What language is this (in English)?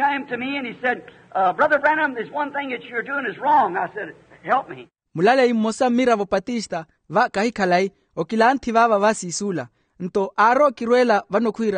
Makhuwa